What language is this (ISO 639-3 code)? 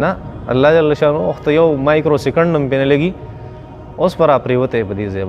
pus